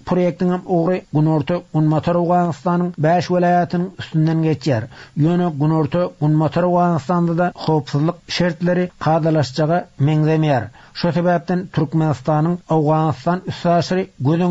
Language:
Turkmen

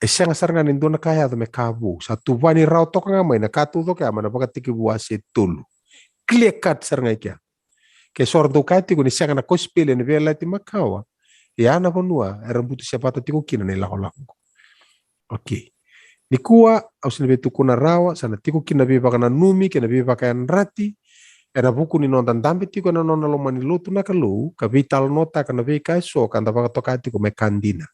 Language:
Fijian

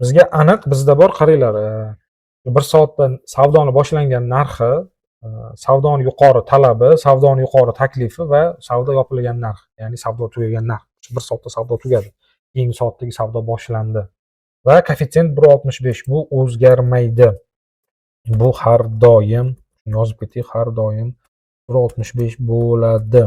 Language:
Uzbek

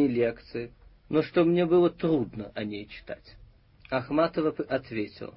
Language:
Russian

